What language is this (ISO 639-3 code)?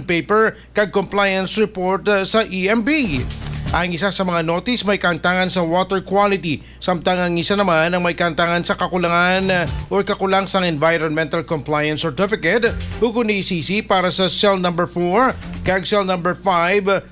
hil